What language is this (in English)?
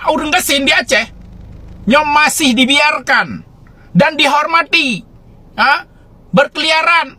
Achinese